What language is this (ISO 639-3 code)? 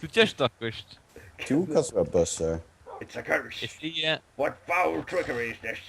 fao